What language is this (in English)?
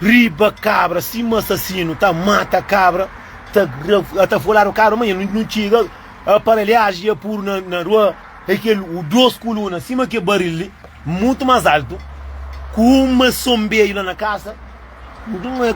Kabuverdianu